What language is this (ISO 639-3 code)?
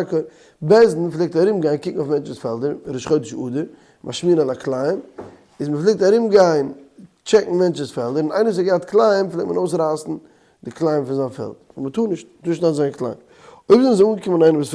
yid